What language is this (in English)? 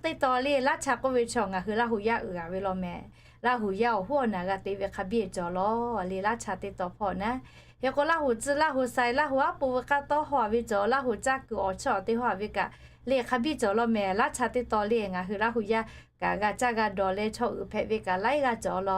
Lahu